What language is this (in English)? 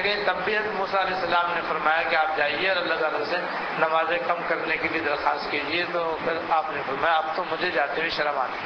Urdu